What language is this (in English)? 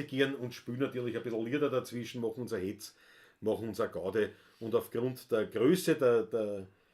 Bavarian